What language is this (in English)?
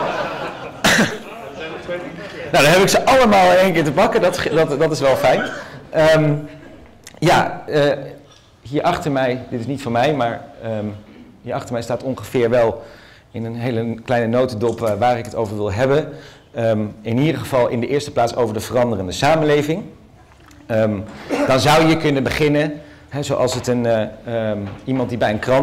Dutch